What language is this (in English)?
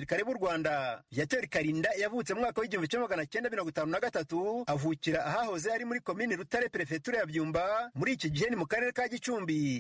Kinyarwanda